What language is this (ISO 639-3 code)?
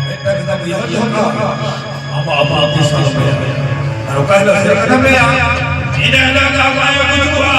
sat